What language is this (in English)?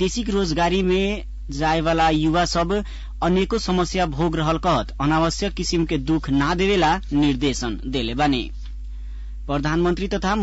Bhojpuri